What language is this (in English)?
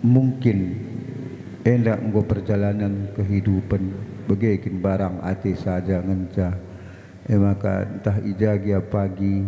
Batak Karo